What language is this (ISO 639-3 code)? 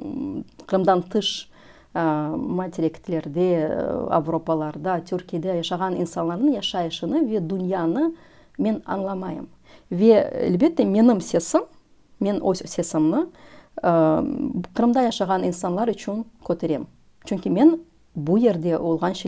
crh